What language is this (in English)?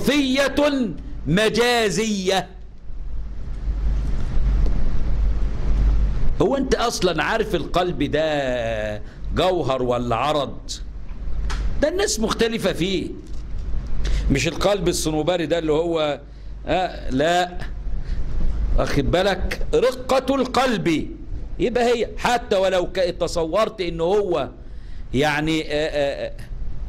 Egyptian Arabic